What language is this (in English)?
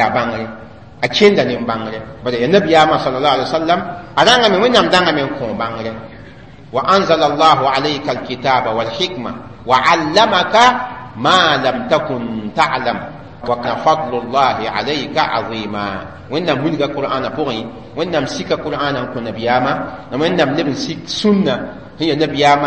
Mossi